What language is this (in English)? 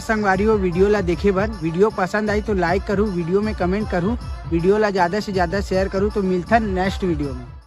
Chhattisgarhi